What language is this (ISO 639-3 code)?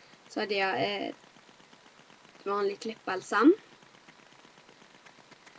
swe